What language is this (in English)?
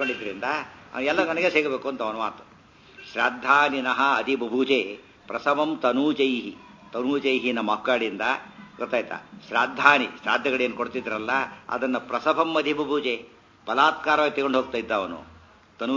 Kannada